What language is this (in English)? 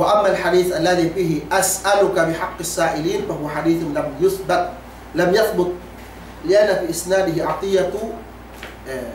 Yakan